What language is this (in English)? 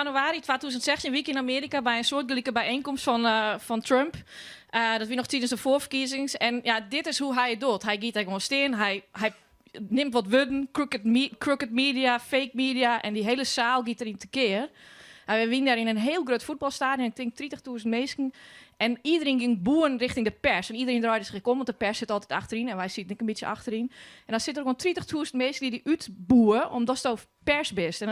Western Frisian